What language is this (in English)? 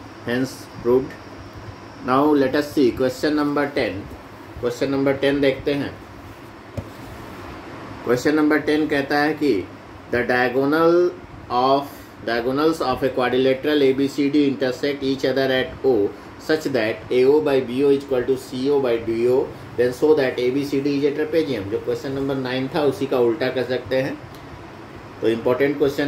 Hindi